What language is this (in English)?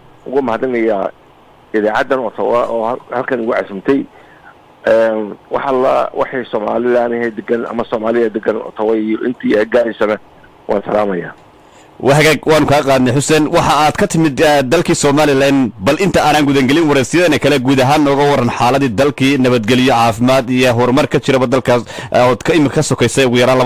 Somali